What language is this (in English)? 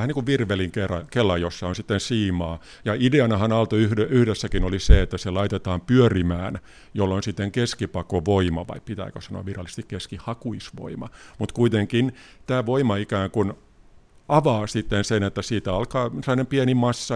Finnish